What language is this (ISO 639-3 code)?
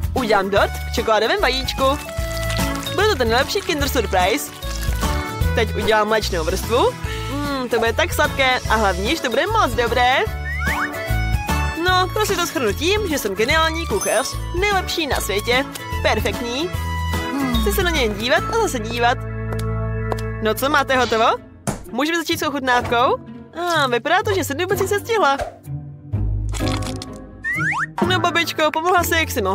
ces